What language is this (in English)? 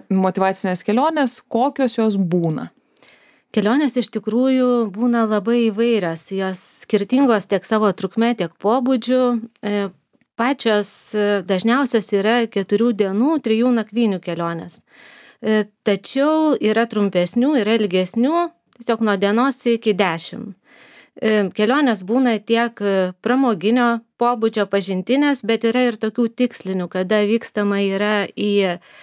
Lithuanian